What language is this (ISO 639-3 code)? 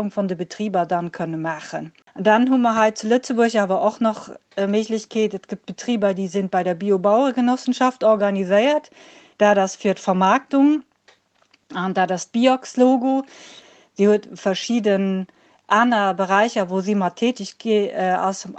ltz